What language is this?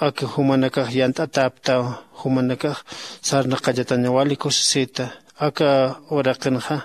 Aymara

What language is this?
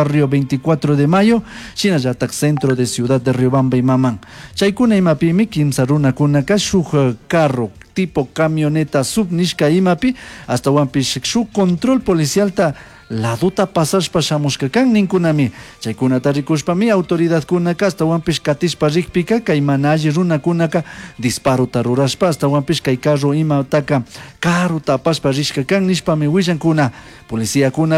Chimborazo Highland Quichua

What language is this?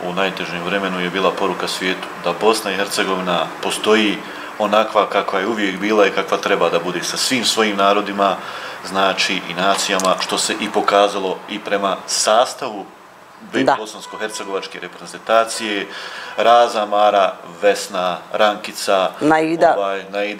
Bosnian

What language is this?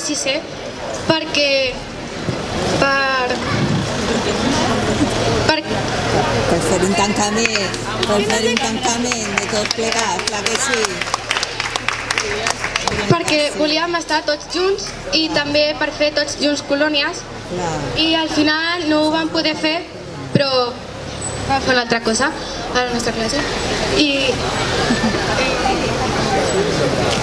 Catalan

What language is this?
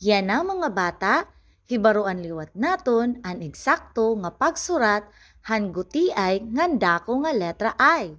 Waray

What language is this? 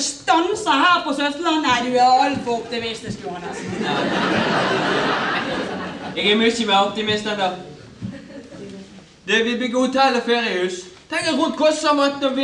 Norwegian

